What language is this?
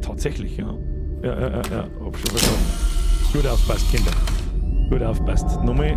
Bavarian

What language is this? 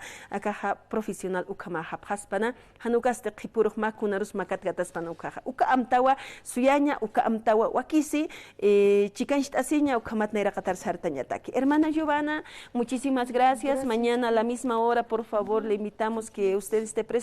Aymara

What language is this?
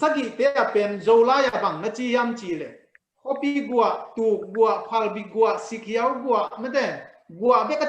Tedim Chin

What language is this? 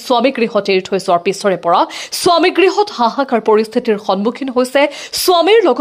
Assamese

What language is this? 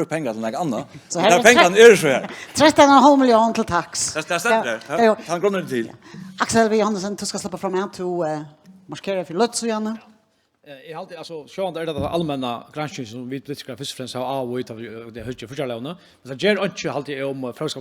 Faroese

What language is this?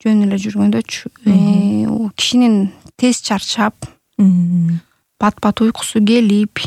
Kyrgyz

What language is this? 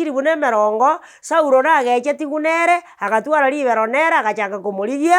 Gusii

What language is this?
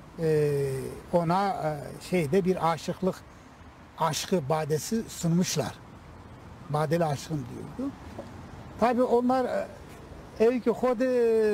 Zaza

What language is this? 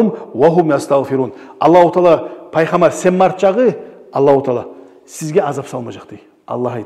Kumyk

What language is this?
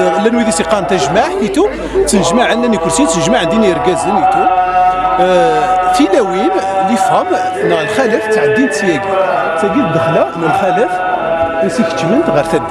Kabyle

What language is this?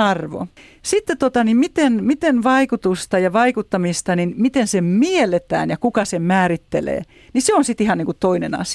Finnish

